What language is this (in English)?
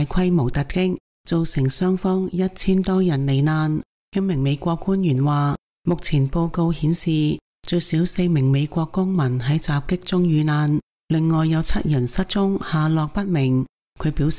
Cantonese